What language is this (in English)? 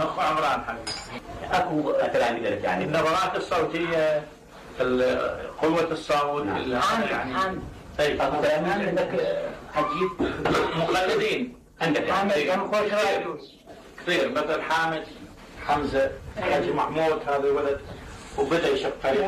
Mesopotamian Arabic